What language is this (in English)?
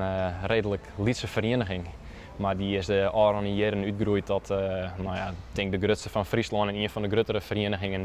Western Frisian